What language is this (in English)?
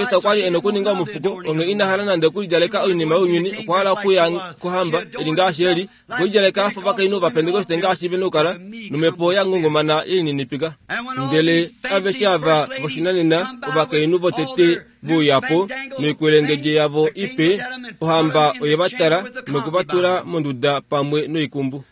Kuanyama